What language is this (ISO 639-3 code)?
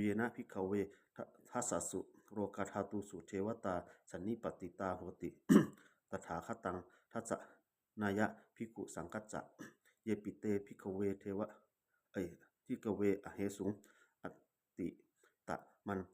pli